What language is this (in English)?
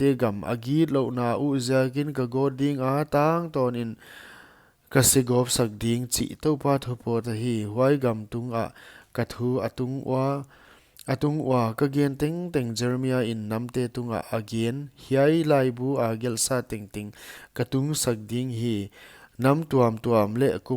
Paite Chin